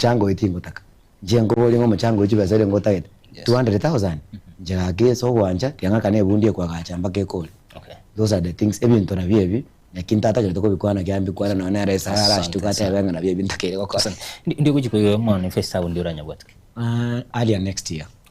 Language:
Gusii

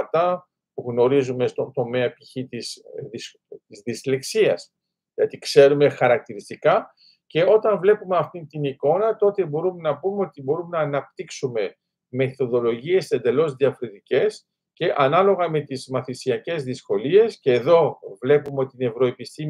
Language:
Greek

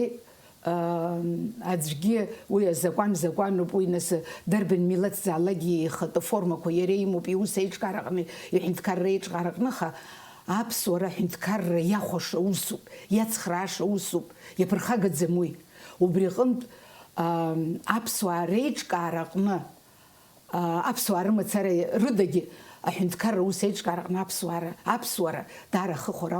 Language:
Abkhazian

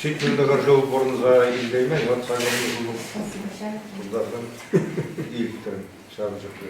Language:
Chuvash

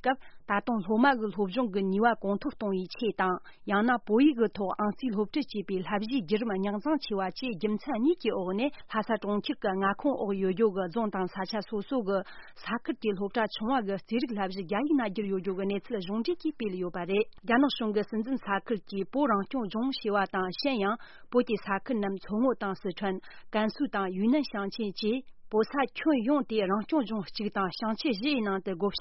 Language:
Tibetan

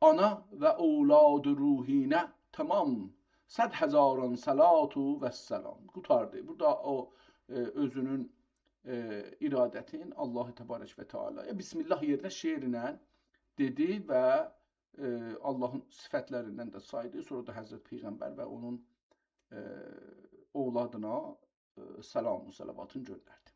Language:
South Azerbaijani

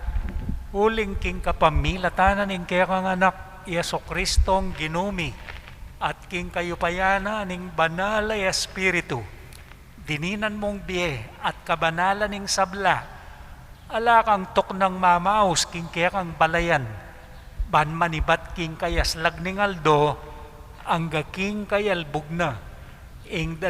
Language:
Pampanga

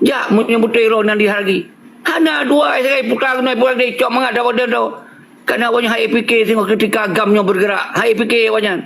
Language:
Achinese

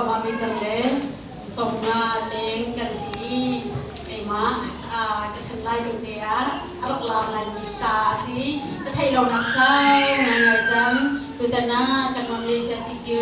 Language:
Hakha Chin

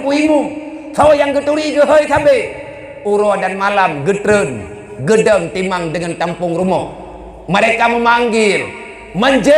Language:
Achinese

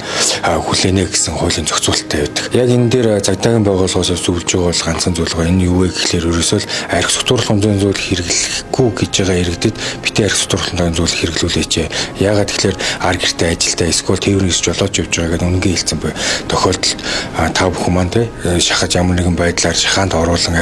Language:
Mongolian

